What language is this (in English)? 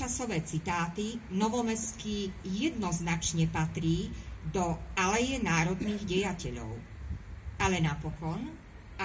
Slovak